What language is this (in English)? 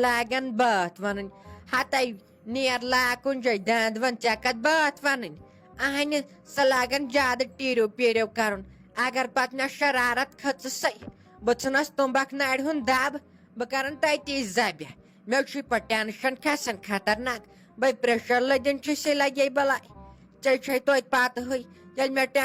Kashmiri